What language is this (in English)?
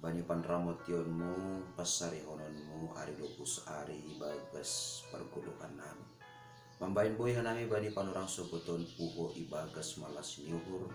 Batak Simalungun